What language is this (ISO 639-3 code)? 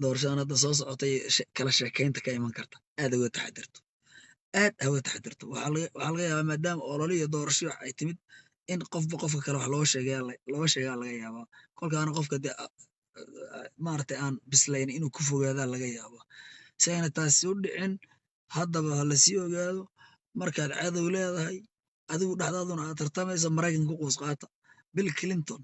som